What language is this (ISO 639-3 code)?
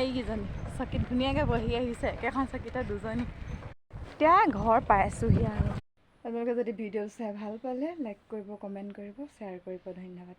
asm